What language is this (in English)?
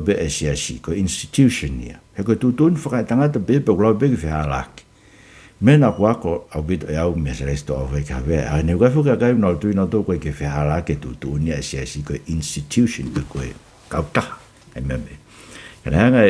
Tongan